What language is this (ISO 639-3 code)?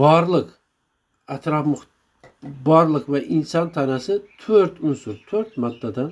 uzb